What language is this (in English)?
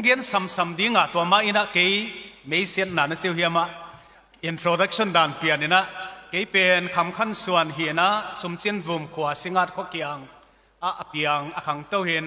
Tedim Chin